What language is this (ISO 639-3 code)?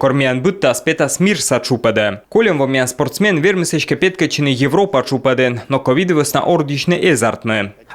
kom